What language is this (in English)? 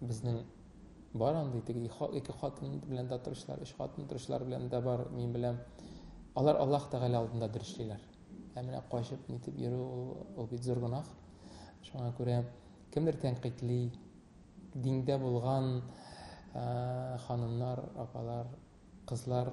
Tatar